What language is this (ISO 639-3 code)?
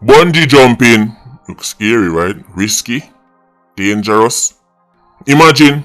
jam